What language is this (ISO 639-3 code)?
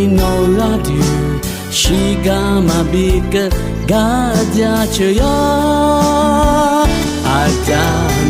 ahk